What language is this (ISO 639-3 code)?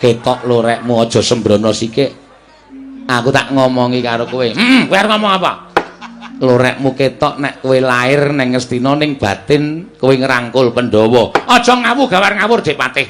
jav